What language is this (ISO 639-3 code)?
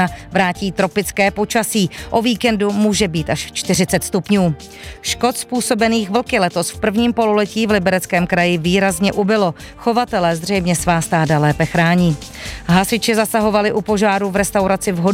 ces